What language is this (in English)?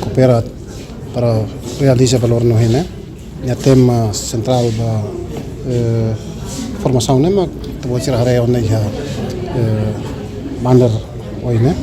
Tetum